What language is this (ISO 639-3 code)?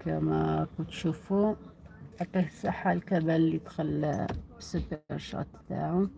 arq